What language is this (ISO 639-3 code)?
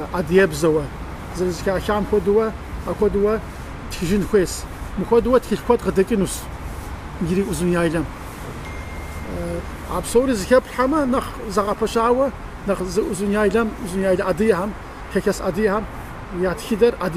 kbd